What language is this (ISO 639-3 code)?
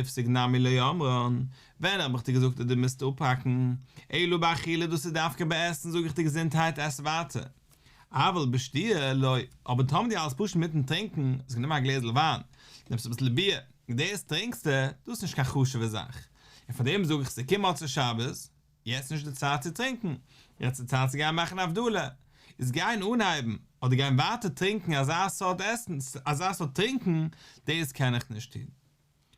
yid